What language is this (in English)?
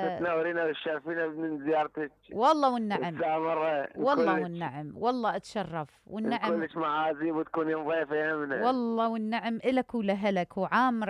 Mesopotamian Arabic